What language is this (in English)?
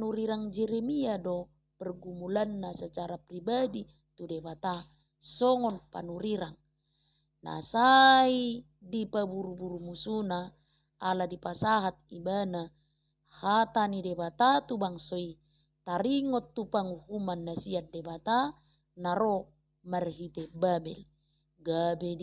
Batak Toba